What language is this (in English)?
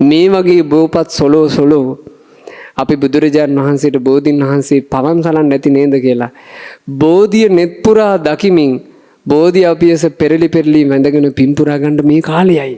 Sinhala